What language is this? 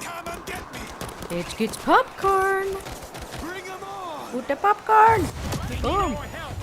Swiss German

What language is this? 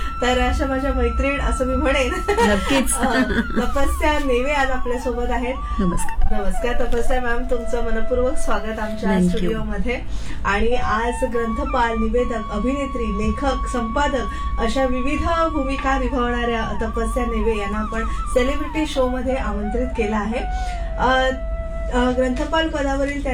Marathi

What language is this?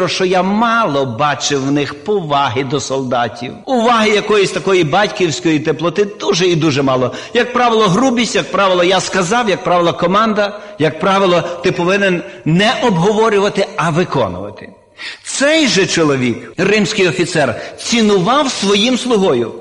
Ukrainian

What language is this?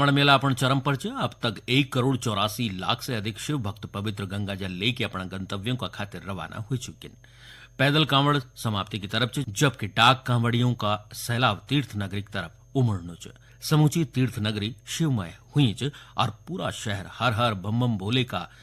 Garhwali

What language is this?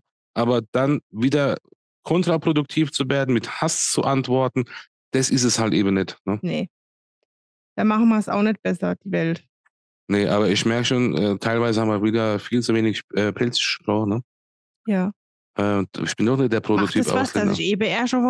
German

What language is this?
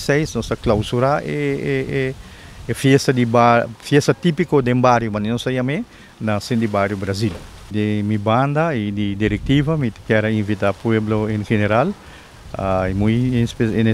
Papiamento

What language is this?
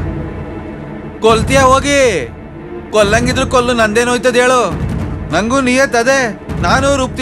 Kannada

